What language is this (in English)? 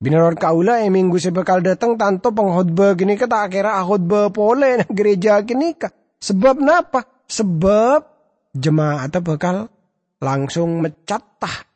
Madurese